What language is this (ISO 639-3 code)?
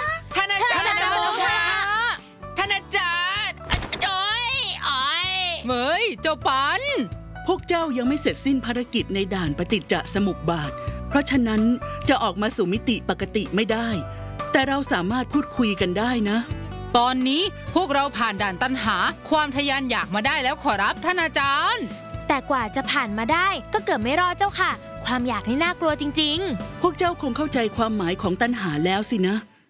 tha